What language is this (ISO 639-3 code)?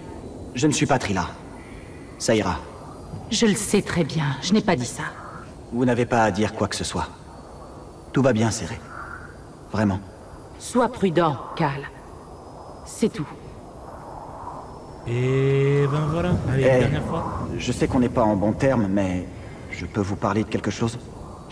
fra